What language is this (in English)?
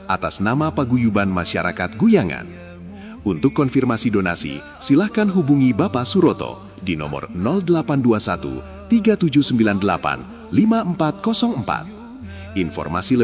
Indonesian